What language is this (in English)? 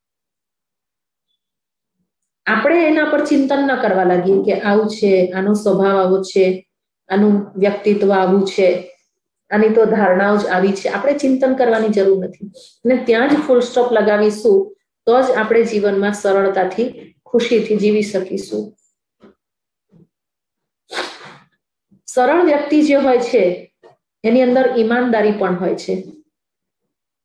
Gujarati